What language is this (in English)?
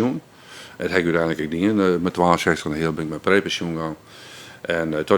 Western Frisian